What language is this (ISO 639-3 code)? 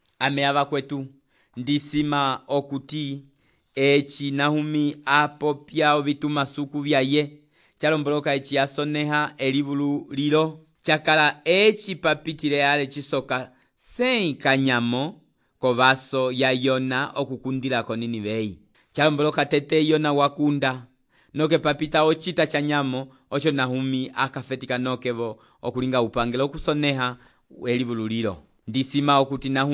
umb